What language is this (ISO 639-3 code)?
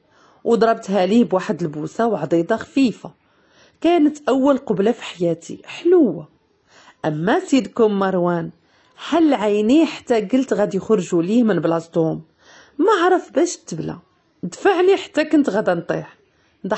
ary